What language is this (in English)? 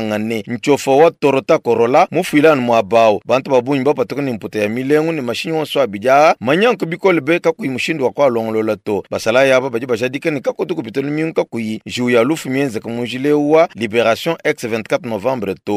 Luba-Lulua